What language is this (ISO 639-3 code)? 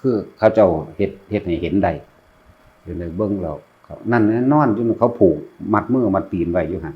tts